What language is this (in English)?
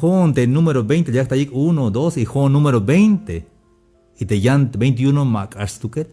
Tzeltal